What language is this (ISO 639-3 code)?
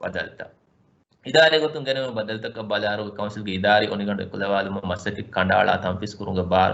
div